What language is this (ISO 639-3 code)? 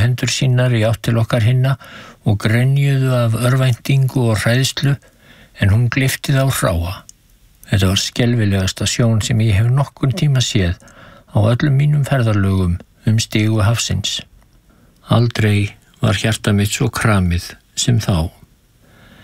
isl